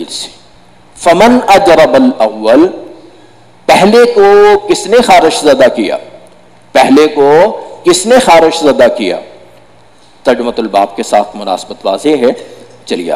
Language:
Urdu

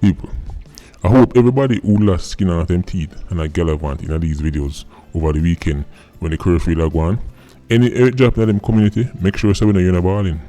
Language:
Jamaican Creole English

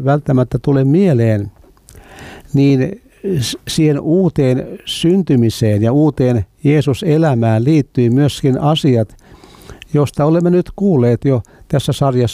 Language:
Finnish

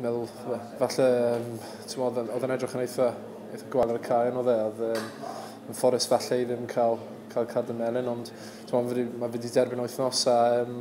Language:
Welsh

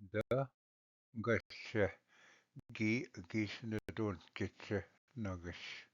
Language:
Ojibwa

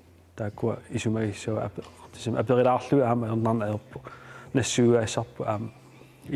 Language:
Kalaallisut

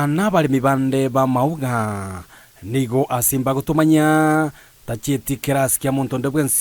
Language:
Gusii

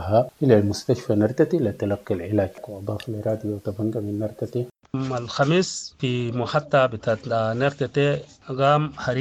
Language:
Sudanese Arabic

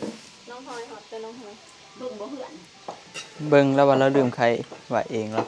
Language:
Northeastern Thai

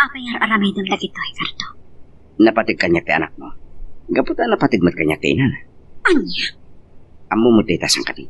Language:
Iloko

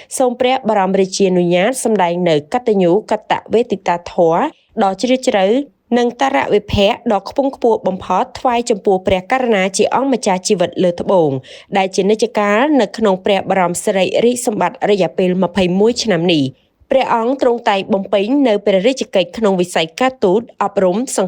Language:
Khmer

